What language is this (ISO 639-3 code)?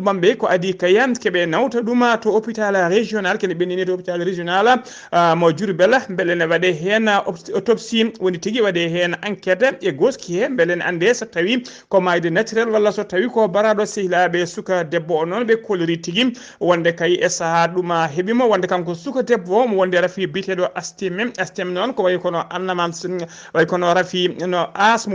ful